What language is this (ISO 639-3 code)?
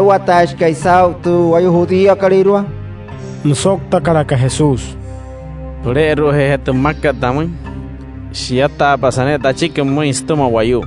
guc